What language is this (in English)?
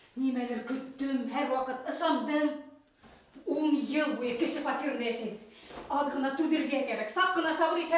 Bashkir